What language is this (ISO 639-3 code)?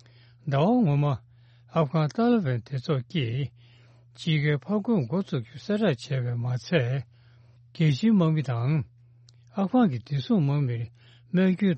bod